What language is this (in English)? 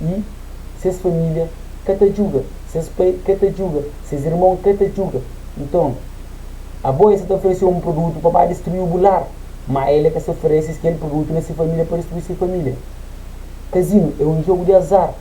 Kabuverdianu